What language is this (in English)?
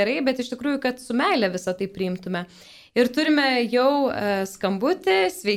Lithuanian